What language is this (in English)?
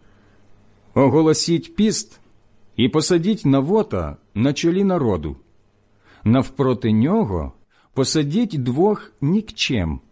Ukrainian